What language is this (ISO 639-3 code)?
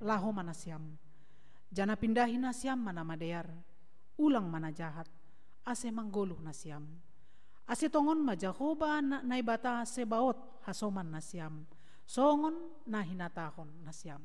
bts